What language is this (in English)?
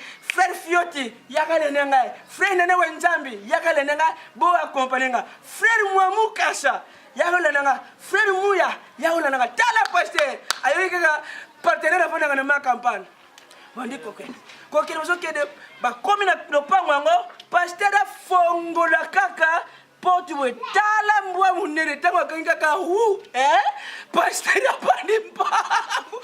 Lingala